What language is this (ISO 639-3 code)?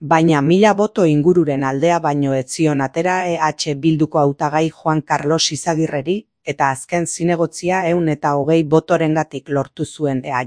eus